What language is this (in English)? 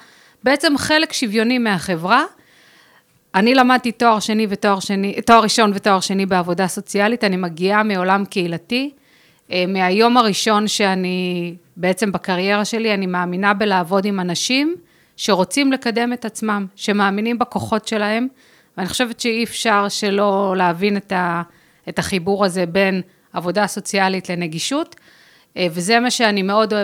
Hebrew